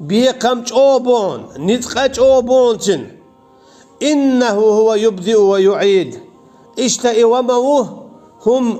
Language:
Chechen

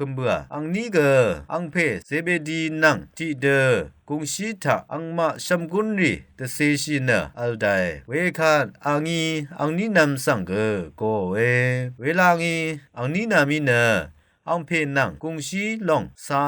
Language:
Rawang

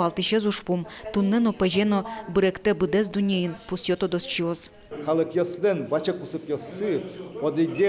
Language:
Udmurt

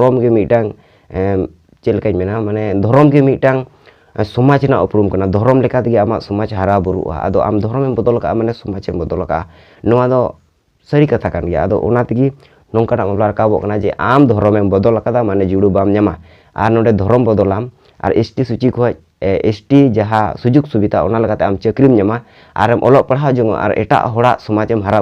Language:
Santali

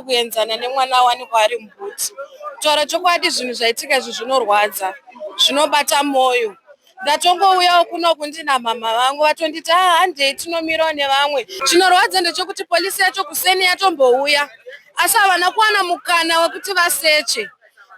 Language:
Shona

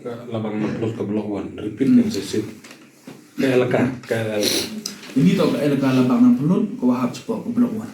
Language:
Pnar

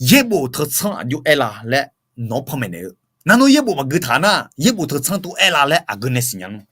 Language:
Akha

